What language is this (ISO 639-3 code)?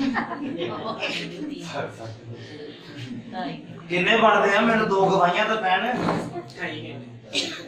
pan